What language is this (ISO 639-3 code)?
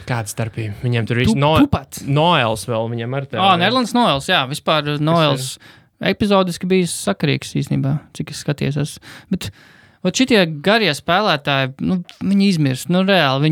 lav